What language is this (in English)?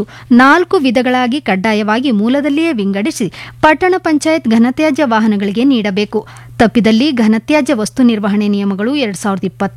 Kannada